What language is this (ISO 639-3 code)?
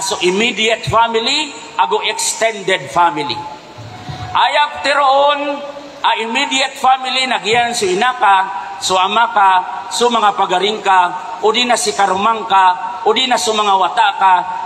mrw